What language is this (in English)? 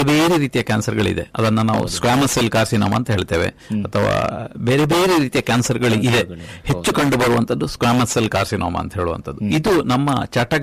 Kannada